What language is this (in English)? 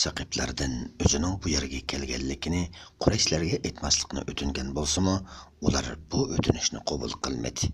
Uyghur